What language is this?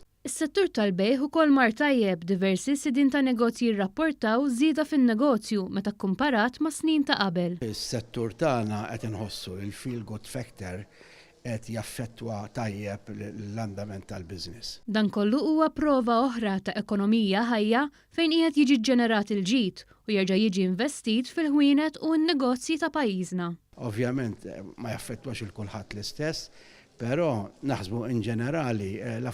Maltese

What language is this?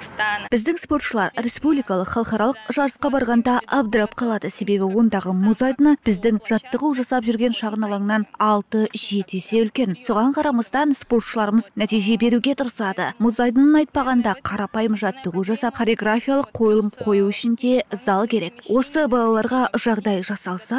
Kazakh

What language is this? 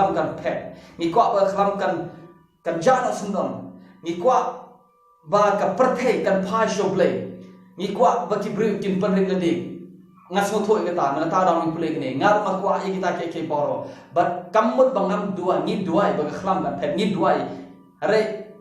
Khasi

